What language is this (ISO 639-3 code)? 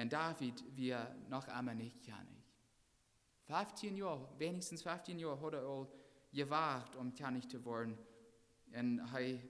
pdt